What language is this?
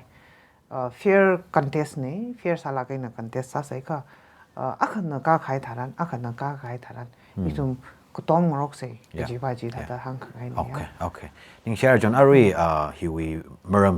Tangkhul Naga (India)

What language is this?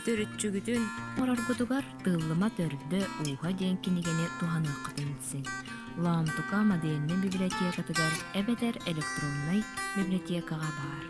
Yakut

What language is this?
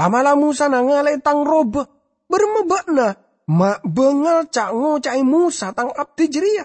Madurese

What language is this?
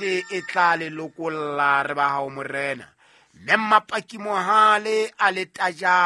Southern Sotho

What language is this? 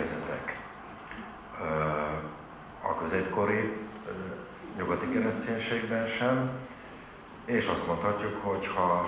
Hungarian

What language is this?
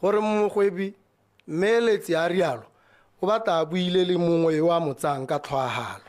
Tswana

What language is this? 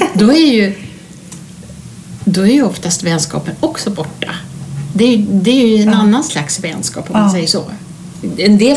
Swedish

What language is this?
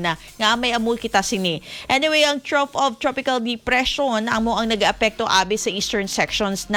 Hiligaynon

